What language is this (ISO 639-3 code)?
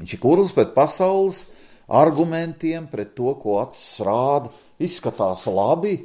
lav